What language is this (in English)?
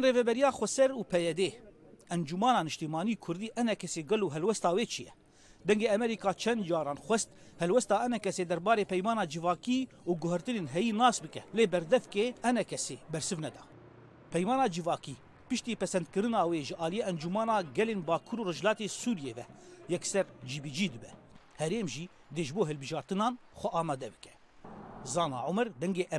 Kurdish